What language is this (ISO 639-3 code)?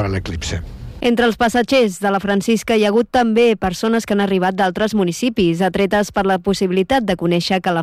cat